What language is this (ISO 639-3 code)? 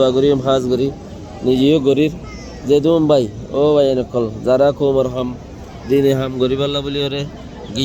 rhg